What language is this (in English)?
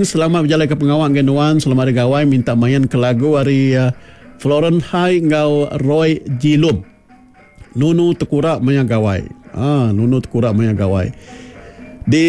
Iban